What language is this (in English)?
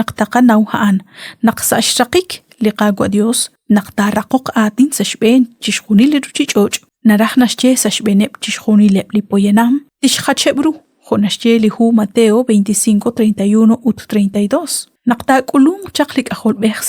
Kekchí